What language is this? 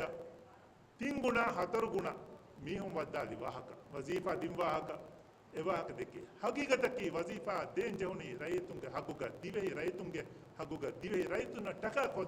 Divehi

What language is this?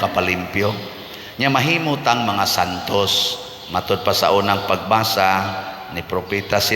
Cebuano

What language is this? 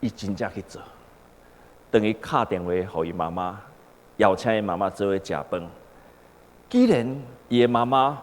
Min Nan Chinese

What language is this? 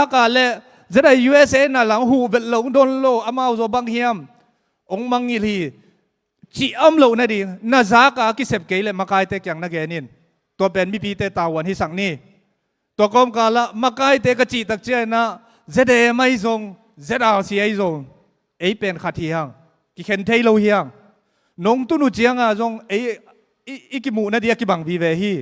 Tedim Chin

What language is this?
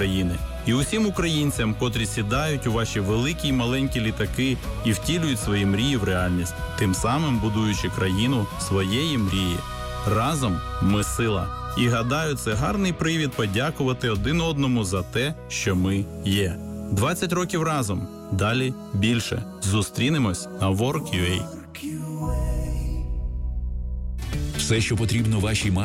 Ukrainian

